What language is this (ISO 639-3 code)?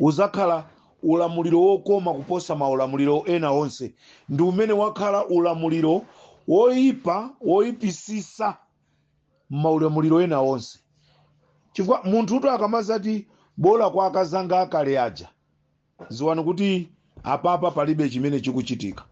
nya